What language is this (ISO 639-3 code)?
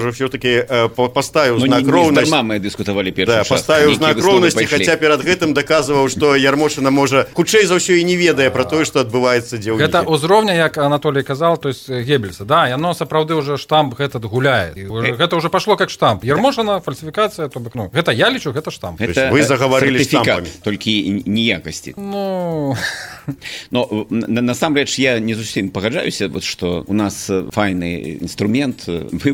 bel